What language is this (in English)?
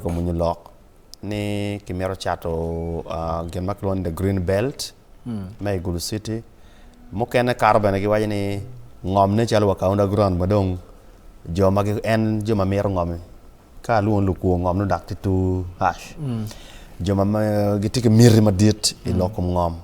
Acoli